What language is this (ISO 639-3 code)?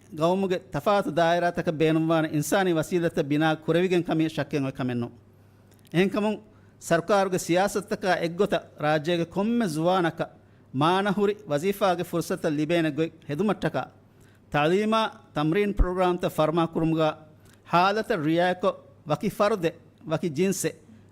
div